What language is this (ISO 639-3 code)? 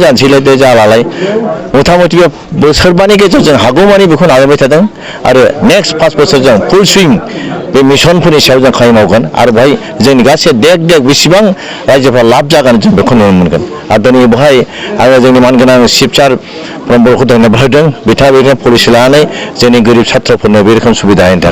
brx